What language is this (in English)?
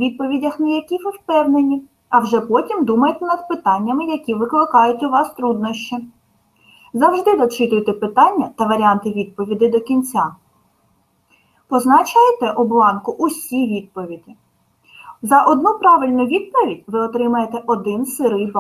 Ukrainian